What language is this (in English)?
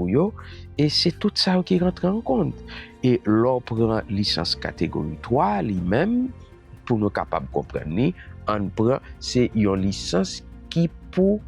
Haitian Creole